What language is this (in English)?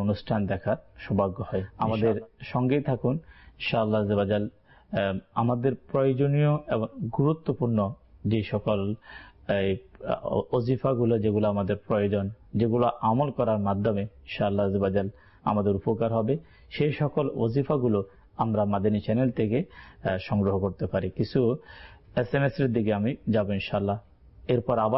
Bangla